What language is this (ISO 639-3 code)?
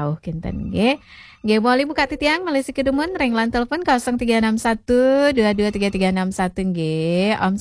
ban